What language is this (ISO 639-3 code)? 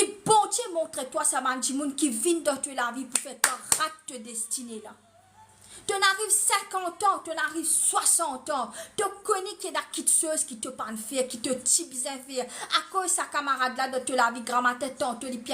mfe